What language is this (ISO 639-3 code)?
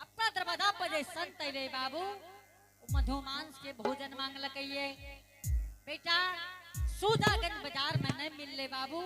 anp